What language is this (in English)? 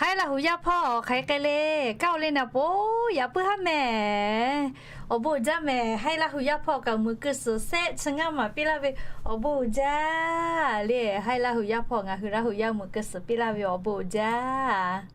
Lahu